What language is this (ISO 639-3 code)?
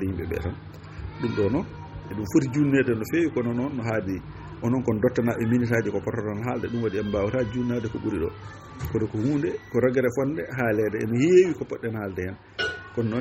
ful